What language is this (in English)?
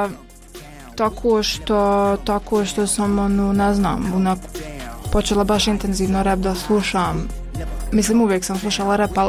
Bosnian